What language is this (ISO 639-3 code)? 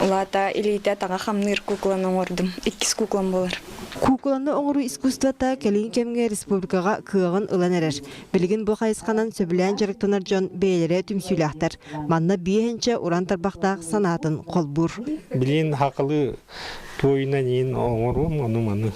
sah